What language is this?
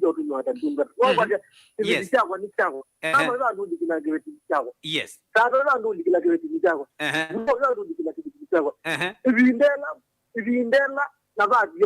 Kamba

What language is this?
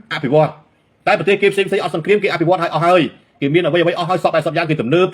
Khmer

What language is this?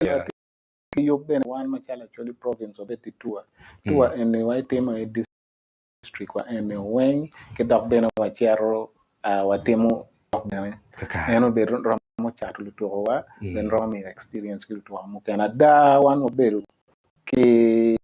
Acoli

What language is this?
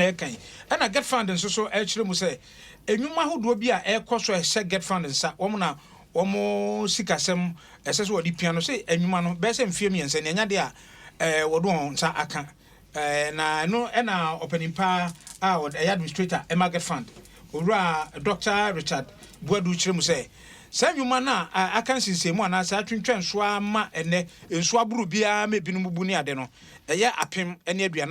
Akan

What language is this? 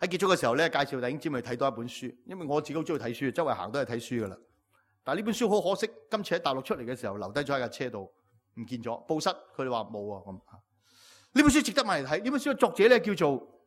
Cantonese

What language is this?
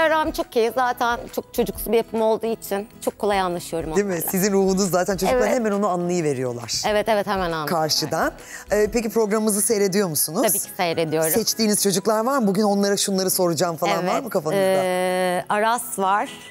Turkish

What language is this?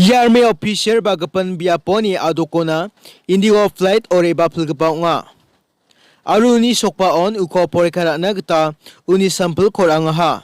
Garo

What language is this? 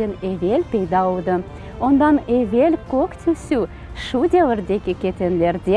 Crimean Tatar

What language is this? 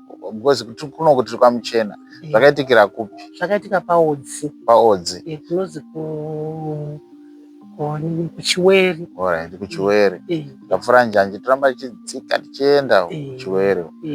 Shona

